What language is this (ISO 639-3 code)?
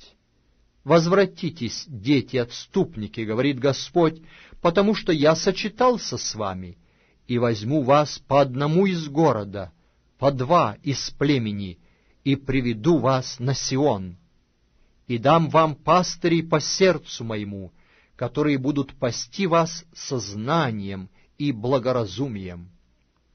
rus